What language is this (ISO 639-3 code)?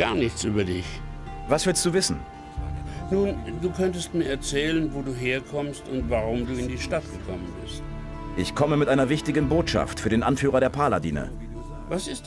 bar